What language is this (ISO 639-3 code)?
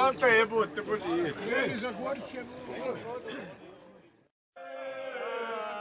hrv